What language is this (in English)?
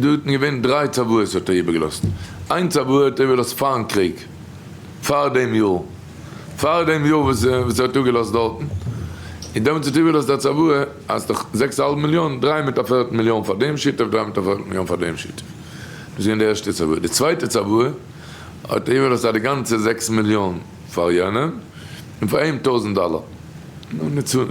Yiddish